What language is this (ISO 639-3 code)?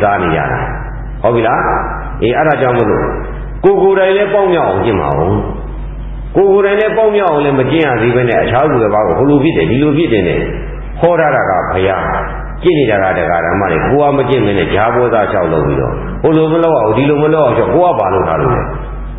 mya